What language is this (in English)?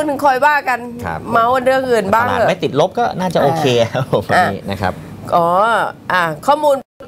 Thai